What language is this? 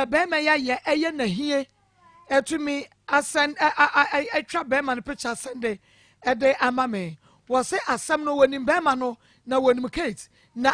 Akan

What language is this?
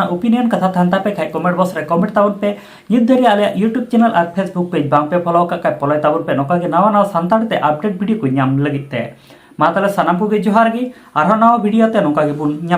Santali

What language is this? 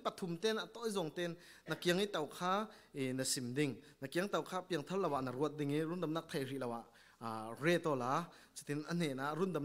Falam Chin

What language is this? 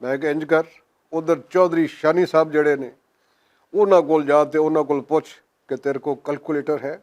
Western Panjabi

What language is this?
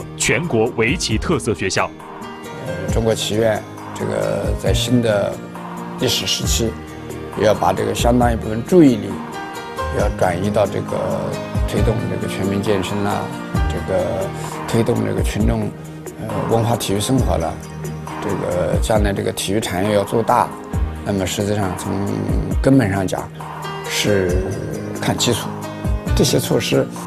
Chinese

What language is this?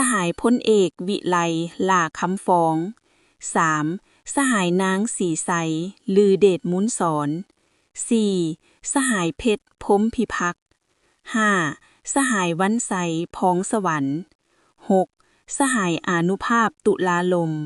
Lao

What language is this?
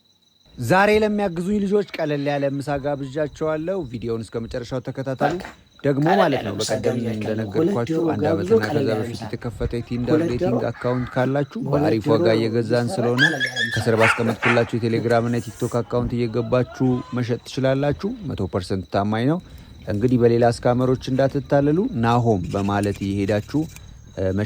Amharic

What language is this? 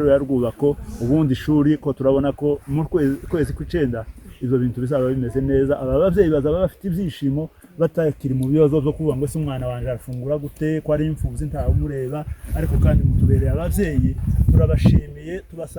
Kinyarwanda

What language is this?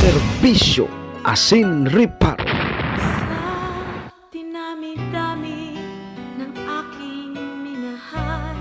Bikol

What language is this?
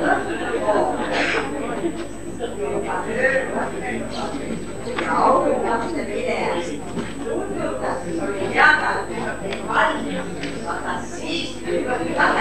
Estonian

